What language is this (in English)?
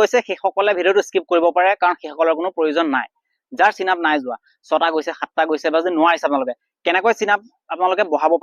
Assamese